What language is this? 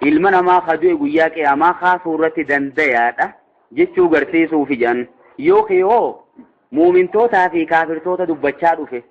Oromo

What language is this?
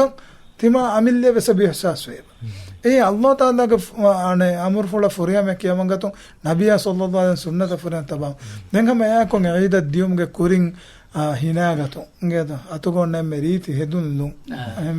Divehi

